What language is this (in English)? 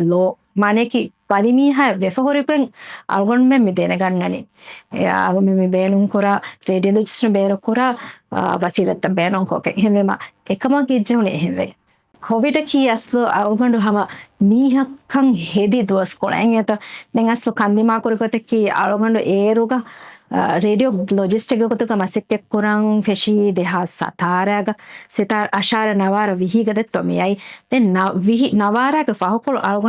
Divehi